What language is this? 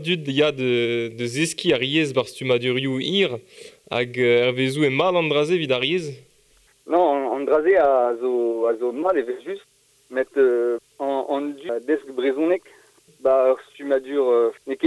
Breton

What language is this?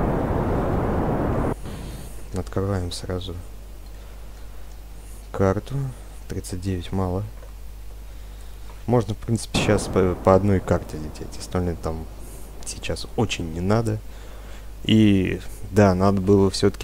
Russian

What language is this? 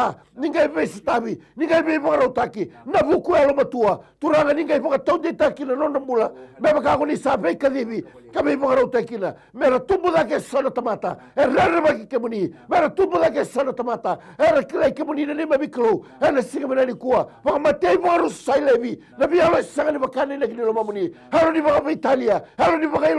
Fijian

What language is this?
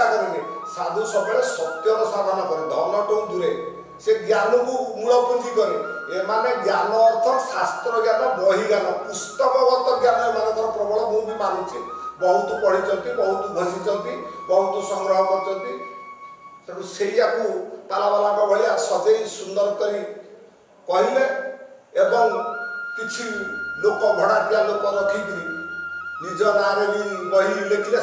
Odia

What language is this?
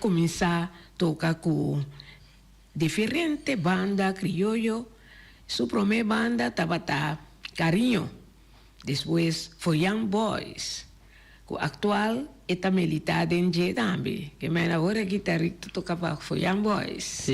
Papiamento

